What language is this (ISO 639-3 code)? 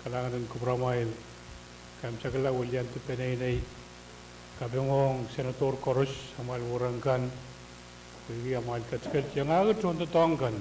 pon